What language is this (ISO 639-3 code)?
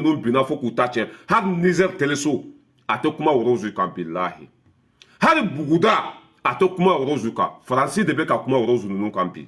bam